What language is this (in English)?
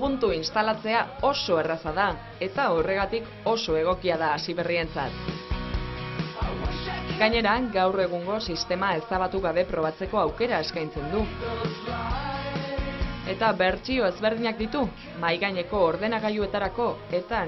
Basque